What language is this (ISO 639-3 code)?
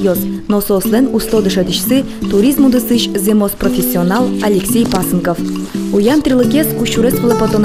udm